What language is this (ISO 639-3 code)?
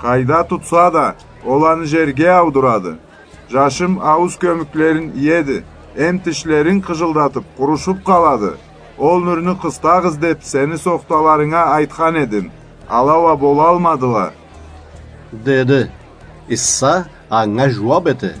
krc